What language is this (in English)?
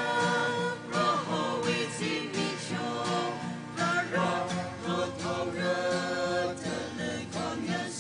Tangkhul Naga (India)